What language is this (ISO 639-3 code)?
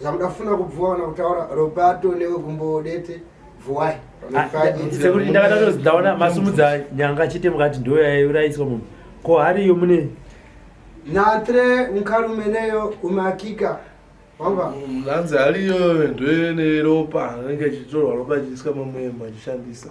sna